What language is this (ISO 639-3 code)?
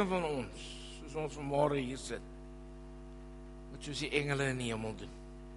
afr